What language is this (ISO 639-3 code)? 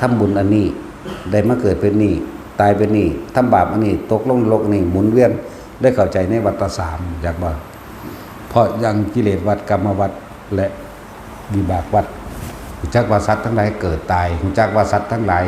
tts